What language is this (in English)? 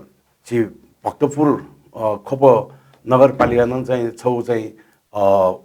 Newari